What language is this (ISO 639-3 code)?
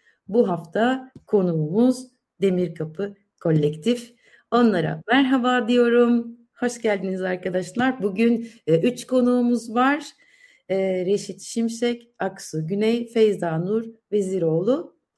tur